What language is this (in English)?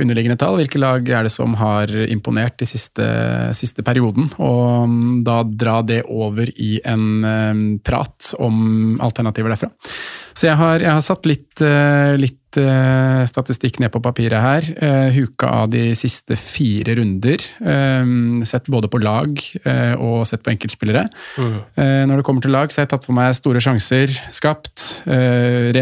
Norwegian